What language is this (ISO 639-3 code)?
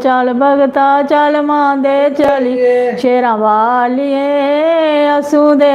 doi